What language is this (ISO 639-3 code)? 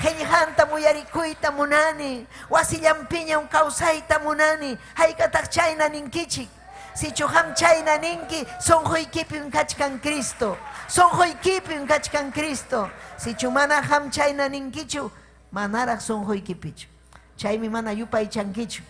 quy